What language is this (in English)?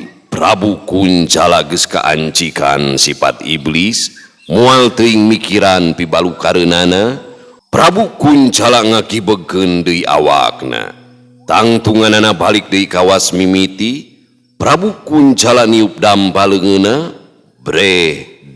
Sundanese